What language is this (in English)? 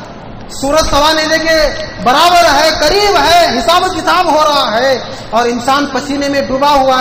Urdu